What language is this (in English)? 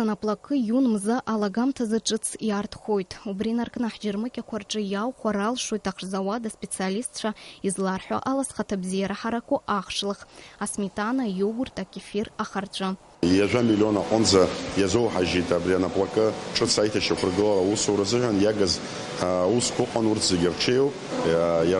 Abkhazian